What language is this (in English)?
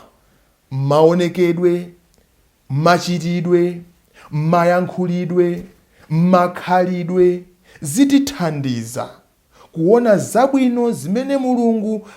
Nyanja